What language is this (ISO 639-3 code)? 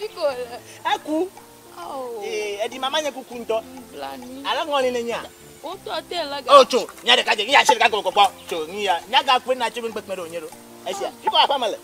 ewe